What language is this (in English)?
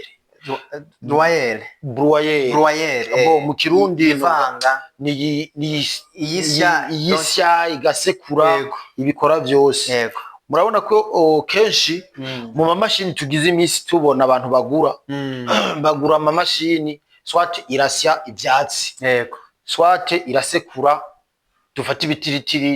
Rundi